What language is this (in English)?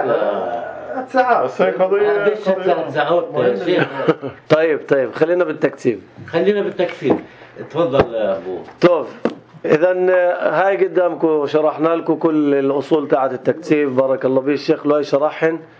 North Levantine Arabic